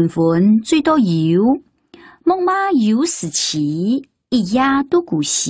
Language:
Hakka Chinese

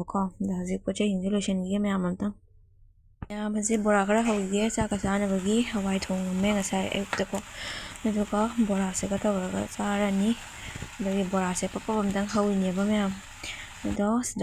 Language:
Manipuri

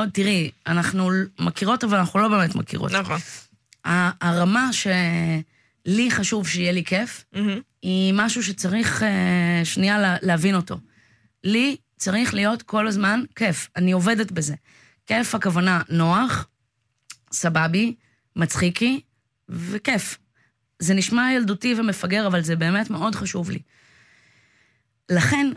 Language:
Hebrew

